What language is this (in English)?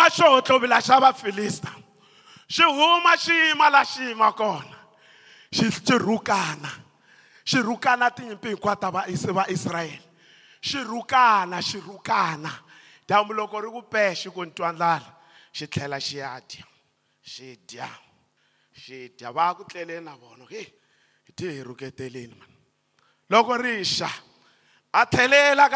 Tsonga